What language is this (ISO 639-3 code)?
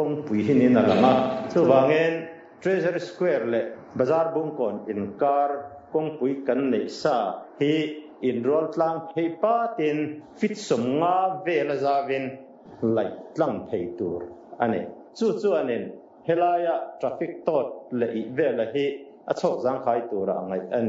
lus